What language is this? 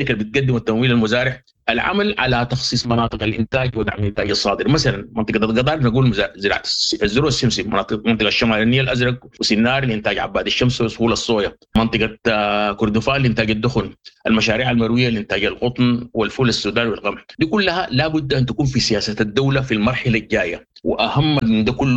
Sudanese Arabic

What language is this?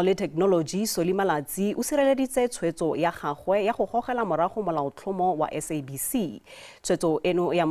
Tswana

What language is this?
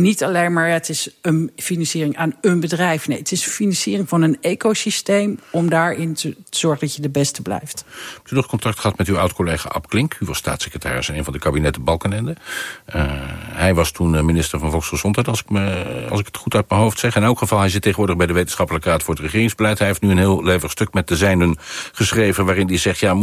Dutch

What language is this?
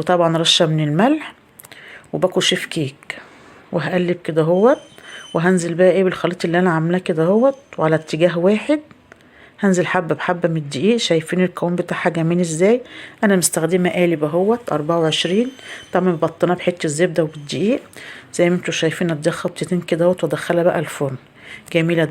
Egyptian Arabic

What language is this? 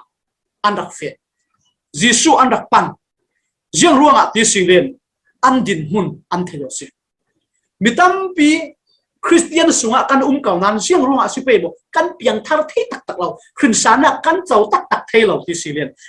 Falam Chin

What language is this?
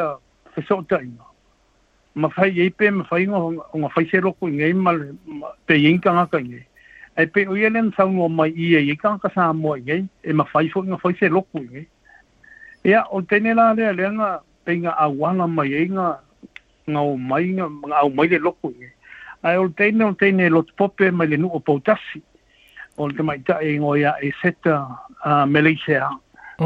Samoan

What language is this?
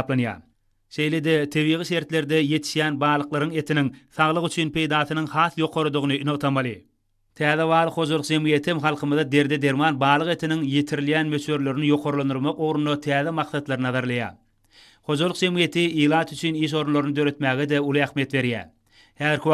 Turkmen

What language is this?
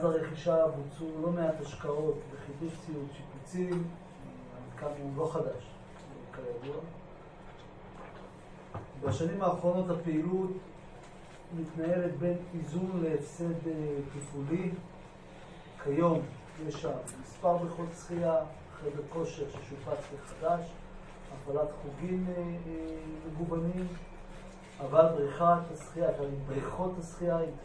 Hebrew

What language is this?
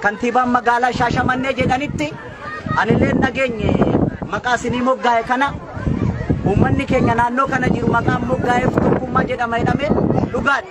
Oromo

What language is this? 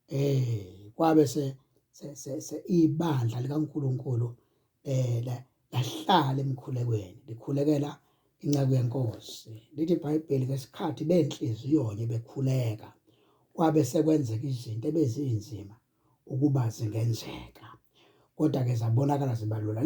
Zulu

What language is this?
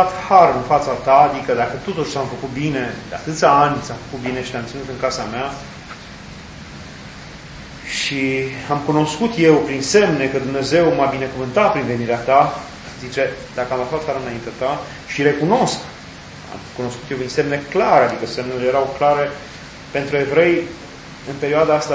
Romanian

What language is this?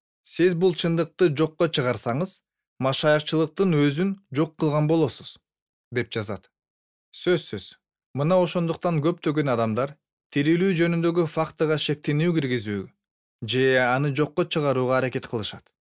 Kyrgyz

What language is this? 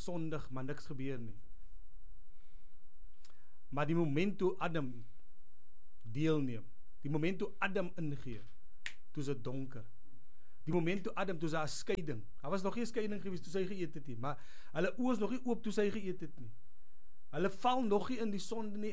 Afrikaans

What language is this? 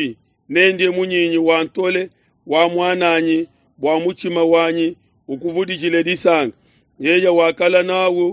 Luba-Lulua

